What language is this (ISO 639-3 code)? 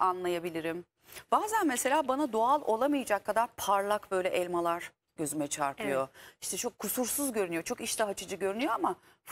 tur